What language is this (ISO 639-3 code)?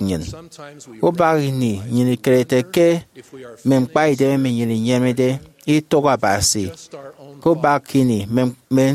efi